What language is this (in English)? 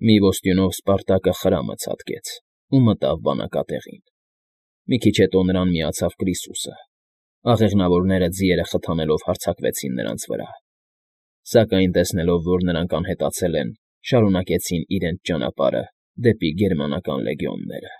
Armenian